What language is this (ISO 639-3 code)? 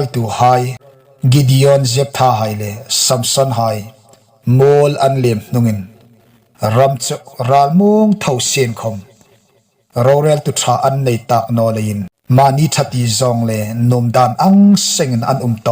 hmr